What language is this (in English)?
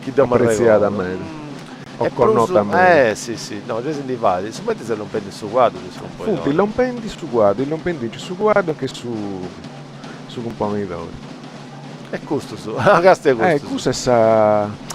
Sardinian